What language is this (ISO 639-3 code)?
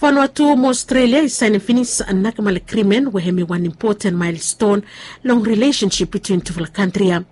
bis